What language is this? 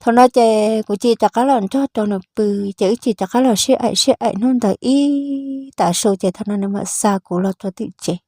Hmong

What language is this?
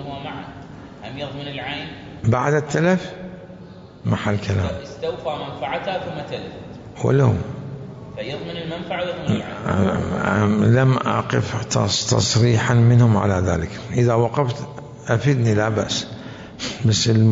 Mesopotamian Arabic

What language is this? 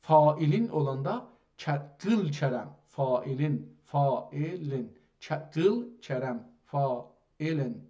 South Azerbaijani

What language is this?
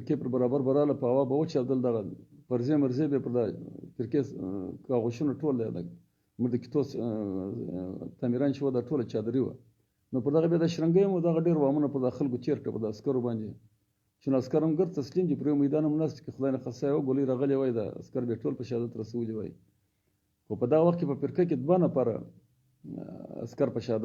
Pashto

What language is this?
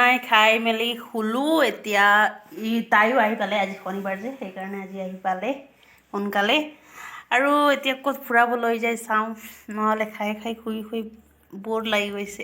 Assamese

